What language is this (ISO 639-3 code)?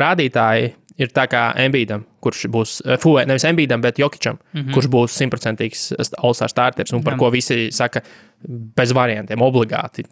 lav